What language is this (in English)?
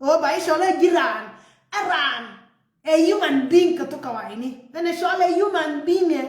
Nuer